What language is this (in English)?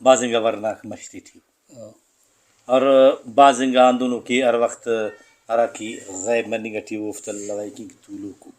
Brahui